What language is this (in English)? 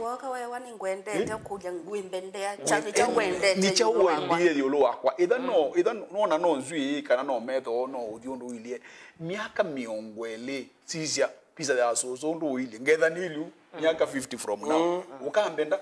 Kamba